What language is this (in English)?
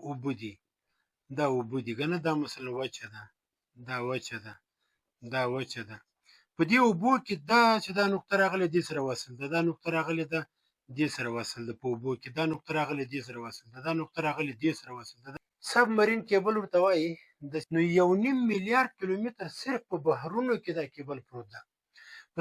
Pashto